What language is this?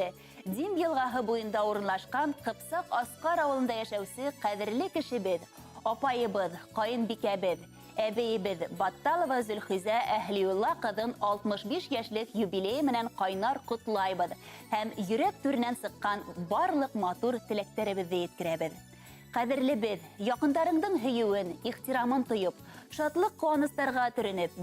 Bashkir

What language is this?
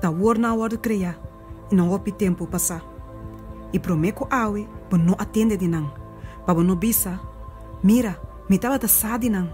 Papiamento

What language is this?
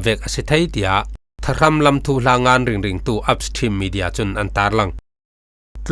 Falam Chin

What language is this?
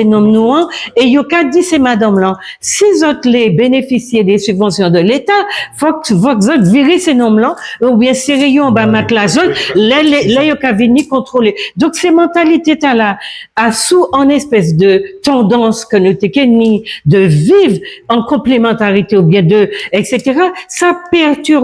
Guadeloupean Creole French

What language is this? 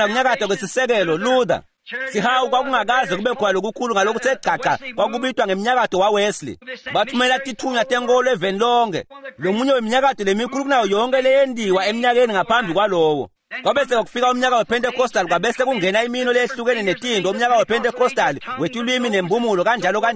Swati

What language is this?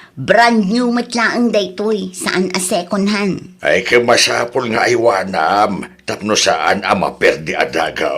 Iloko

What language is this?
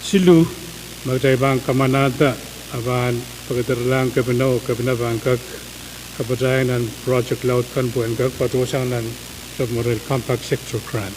Pohnpeian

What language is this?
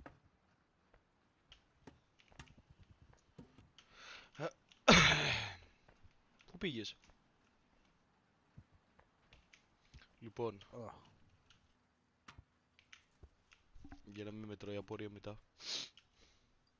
Greek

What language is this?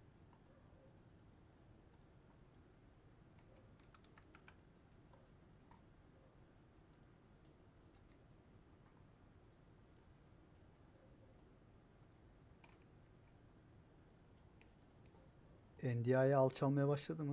Turkish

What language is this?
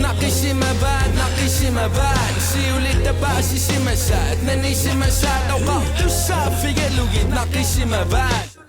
Kalaallisut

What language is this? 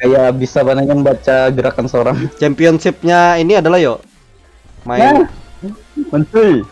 Banjar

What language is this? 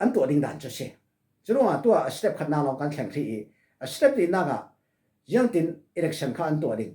Falam Chin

